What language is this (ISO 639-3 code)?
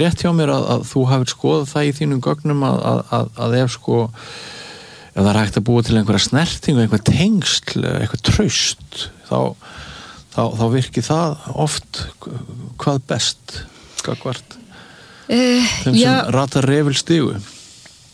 isl